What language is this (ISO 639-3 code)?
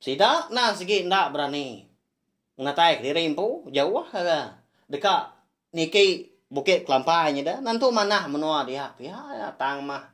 iba